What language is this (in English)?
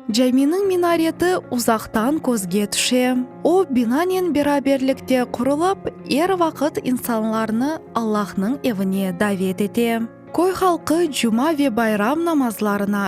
Crimean Tatar